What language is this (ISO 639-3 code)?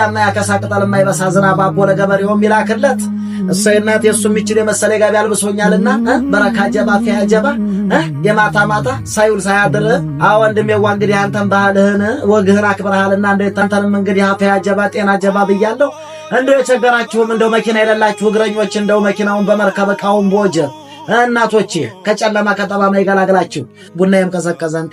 amh